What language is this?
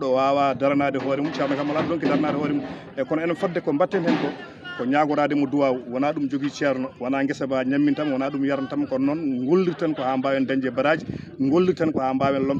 Fula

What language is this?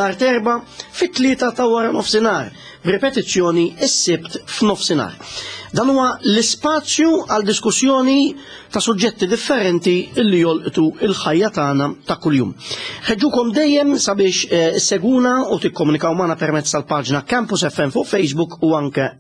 Maltese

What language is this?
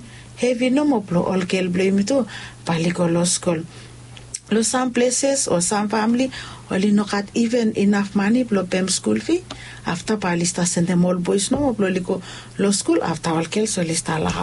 Bislama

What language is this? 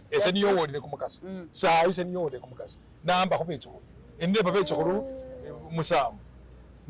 Masaaba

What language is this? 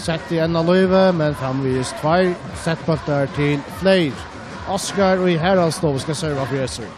Faroese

